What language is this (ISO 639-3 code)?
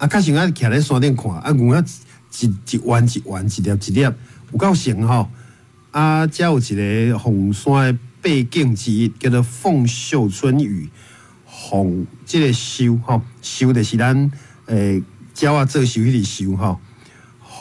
nan